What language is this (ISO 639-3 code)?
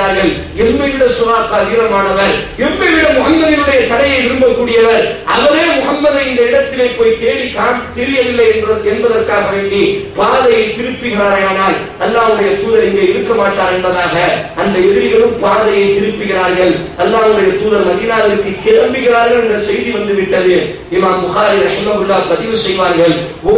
tam